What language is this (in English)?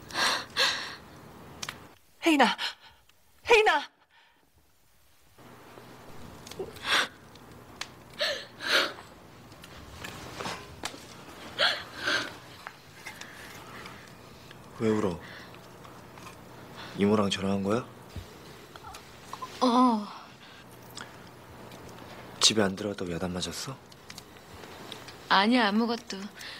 Korean